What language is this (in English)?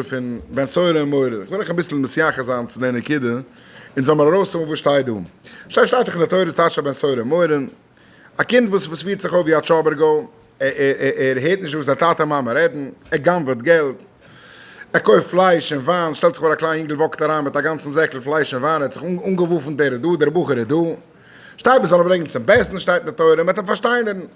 Yiddish